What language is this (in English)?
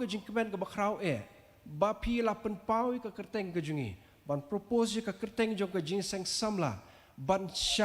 Khasi